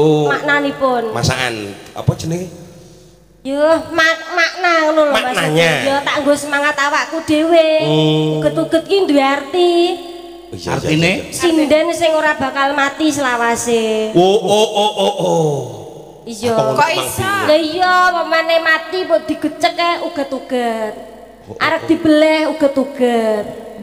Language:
Javanese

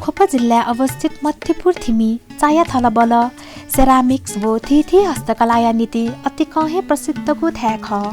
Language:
Newari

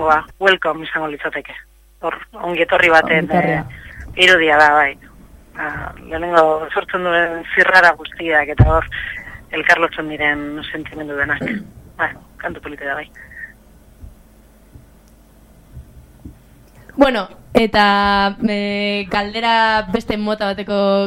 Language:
Basque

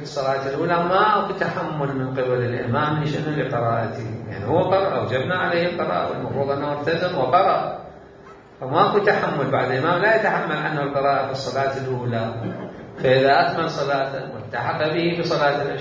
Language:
Mesopotamian Arabic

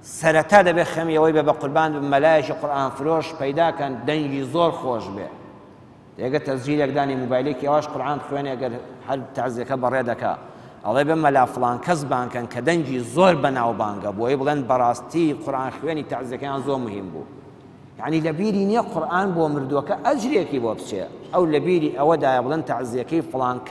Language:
Central Kurdish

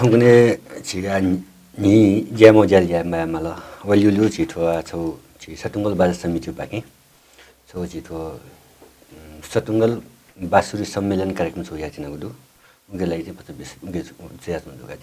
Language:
Newari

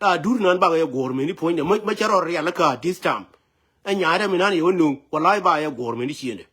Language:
Nuer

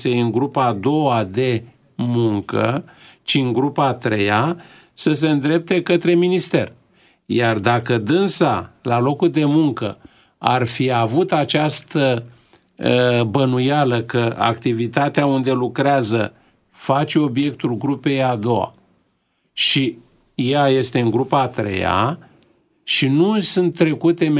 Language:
Romanian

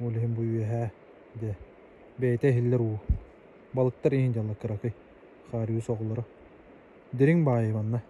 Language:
Yakut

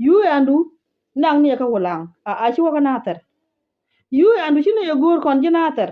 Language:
Nuer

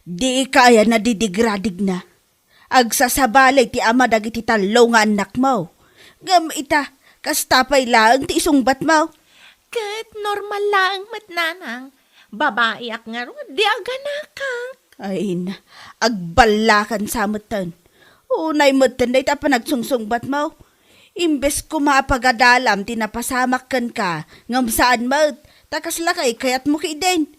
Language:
Iloko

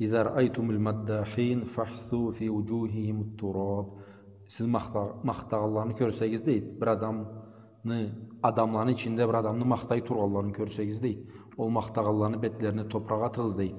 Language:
Karachay-Balkar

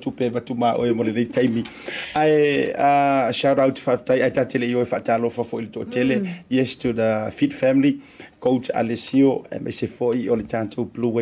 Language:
Samoan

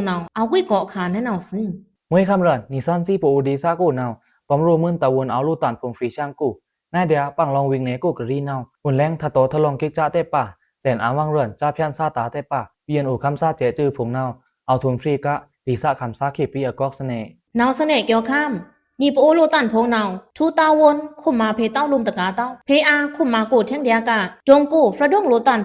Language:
Pa'o Karen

